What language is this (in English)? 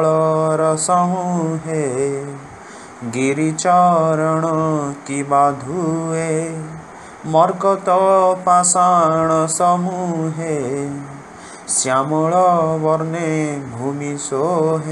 Odia